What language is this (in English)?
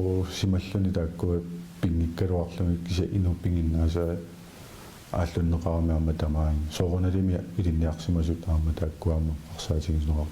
Kalaallisut